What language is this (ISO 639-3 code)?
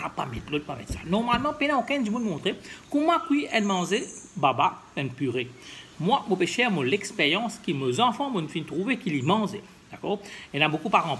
mfe